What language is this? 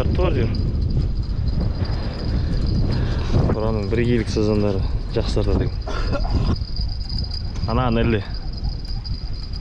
Kazakh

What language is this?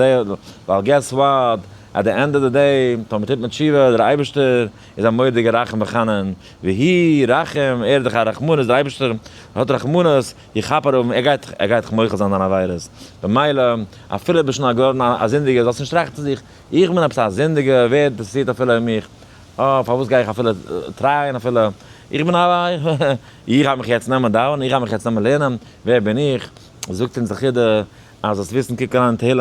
Yiddish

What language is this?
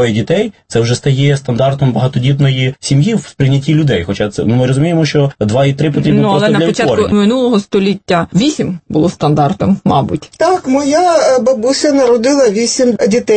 Ukrainian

